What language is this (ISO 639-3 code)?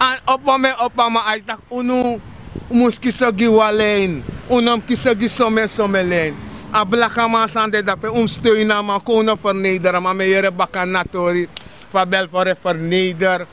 srn